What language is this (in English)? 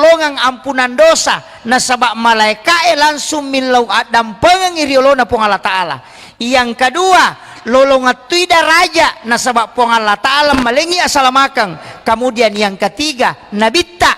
Buginese